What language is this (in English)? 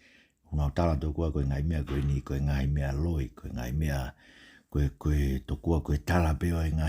Tongan